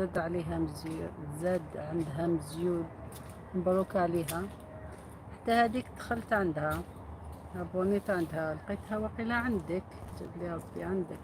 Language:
Algerian Arabic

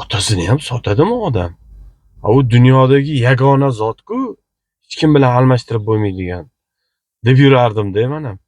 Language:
Uzbek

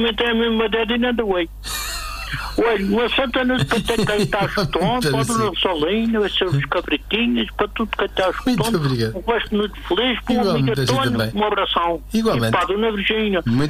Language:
Portuguese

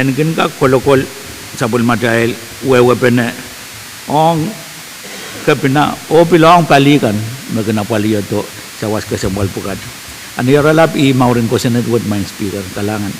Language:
Pohnpeian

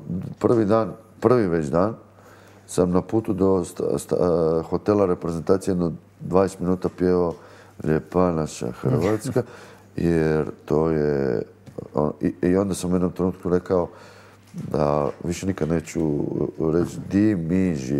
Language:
Croatian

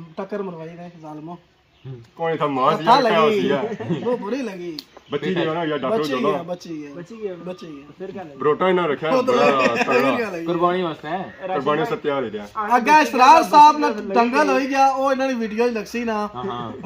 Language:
Pahari-Potwari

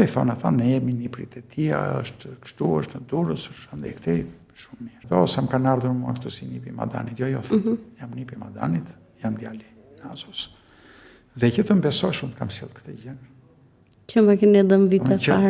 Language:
Albanian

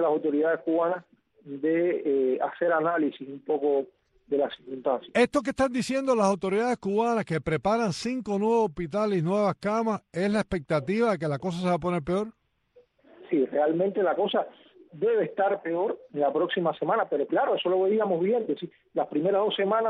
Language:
Spanish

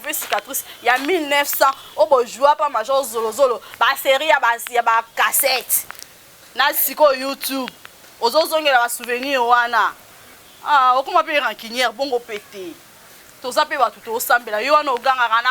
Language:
Lingala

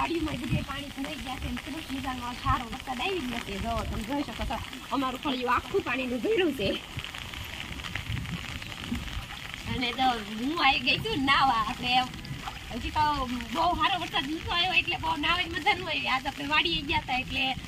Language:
Gujarati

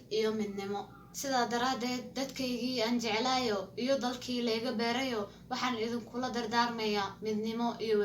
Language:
Somali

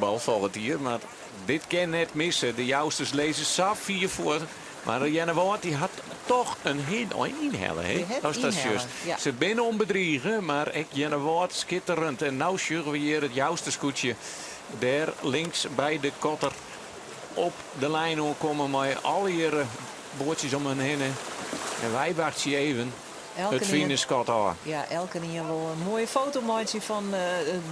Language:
Western Frisian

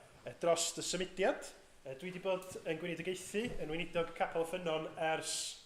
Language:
Welsh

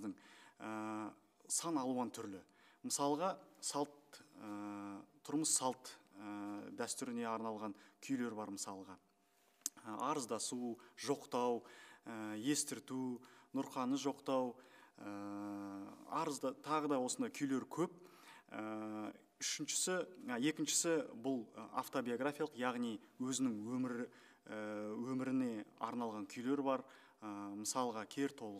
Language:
Kazakh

